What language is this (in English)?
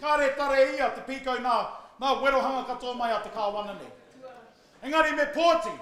Māori